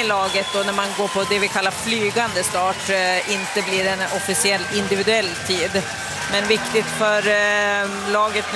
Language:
Swedish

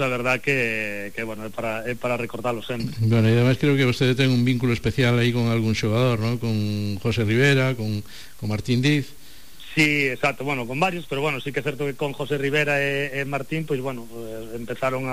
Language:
Galician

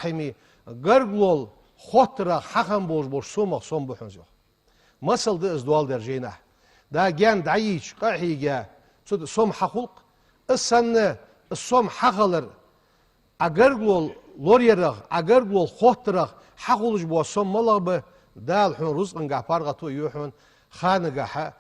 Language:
Ingush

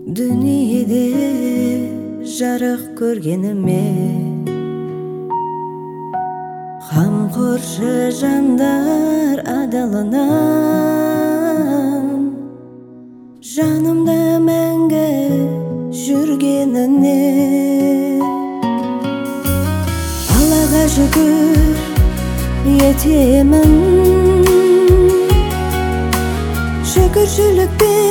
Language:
Kazakh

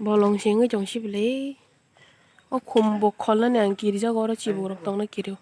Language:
Kok Borok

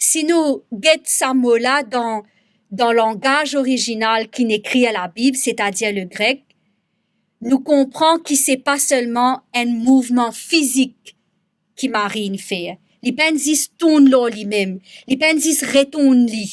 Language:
Morisyen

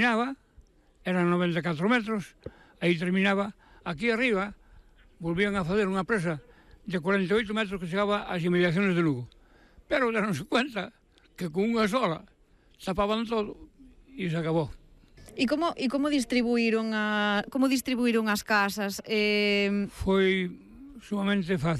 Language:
Galician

